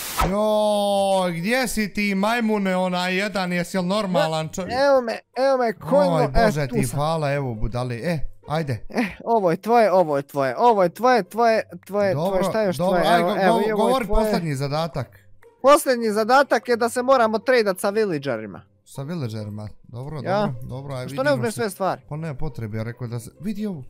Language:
Bosnian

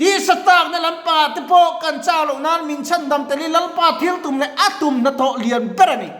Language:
Mizo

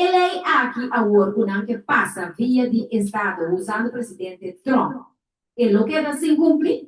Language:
Papiamento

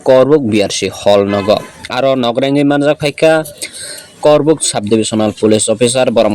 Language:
Kok Borok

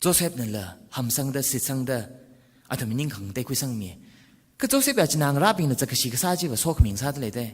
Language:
Tangkhul Naga (India)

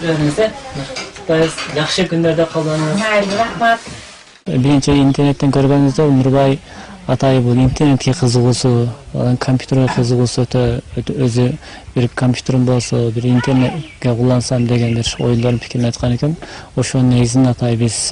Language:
Kyrgyz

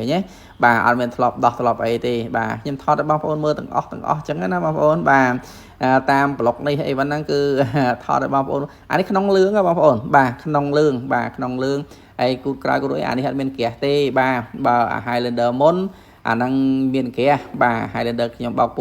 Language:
Khmer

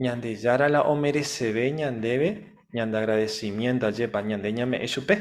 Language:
Guarani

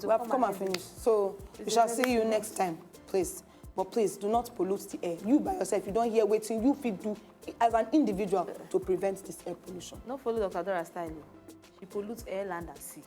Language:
Nigerian Pidgin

